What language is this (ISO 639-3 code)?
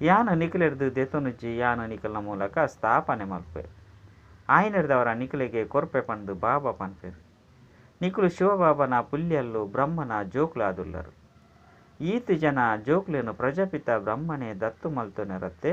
tcy